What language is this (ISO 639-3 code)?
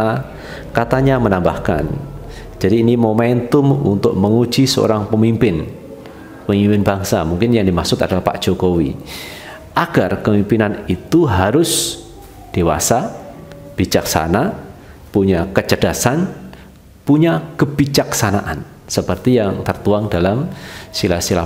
ind